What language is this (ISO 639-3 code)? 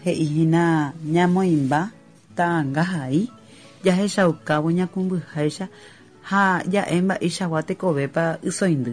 grn